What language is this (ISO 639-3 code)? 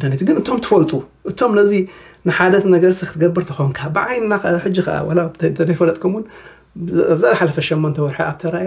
tir